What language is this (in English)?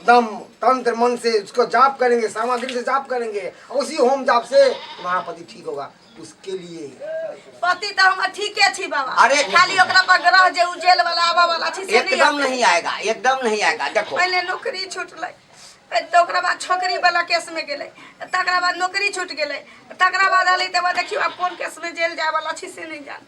Maithili